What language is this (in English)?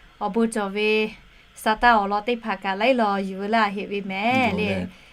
Lahu